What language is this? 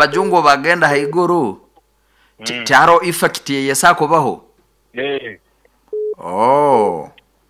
Nyoro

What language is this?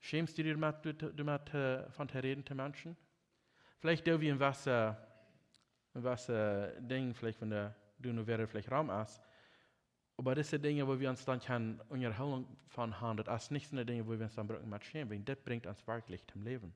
Plautdietsch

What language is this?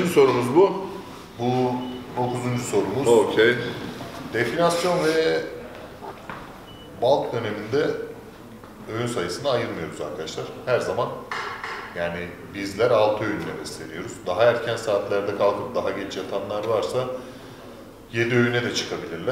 Turkish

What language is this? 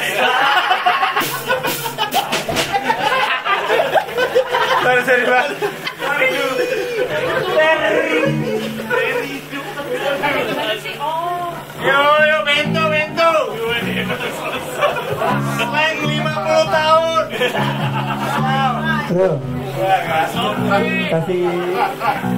Indonesian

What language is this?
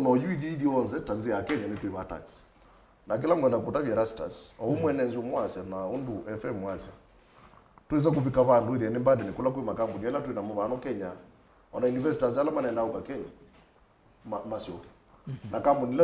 Kamba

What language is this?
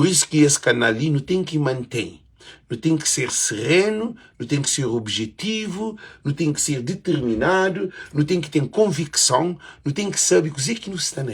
Kabuverdianu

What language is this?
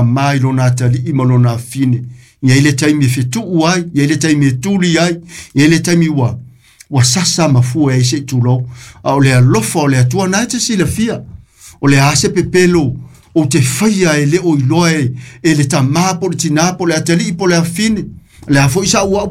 Samoan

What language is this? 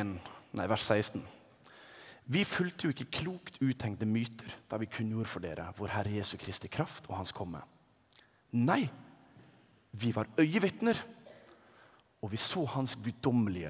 Norwegian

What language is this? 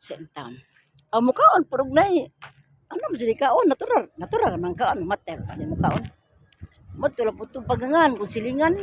Cebuano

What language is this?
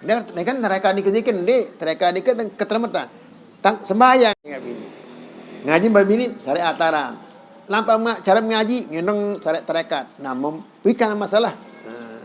Sasak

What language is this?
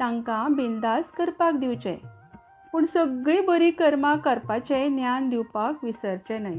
Konkani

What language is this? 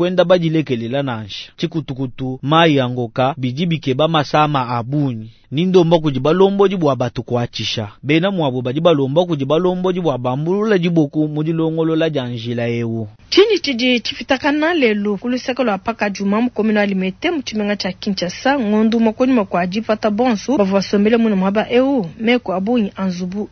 Luba-Lulua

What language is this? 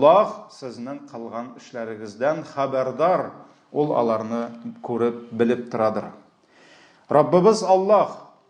Tatar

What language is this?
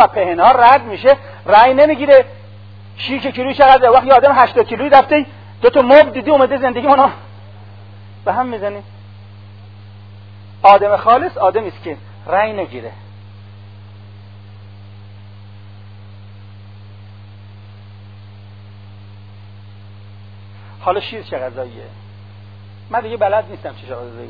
Persian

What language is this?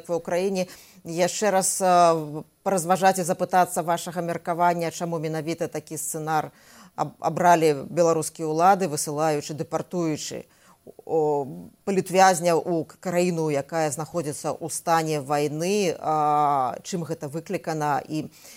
Belarusian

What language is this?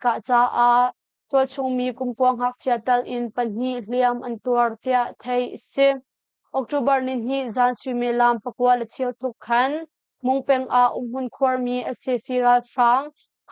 Hakha Chin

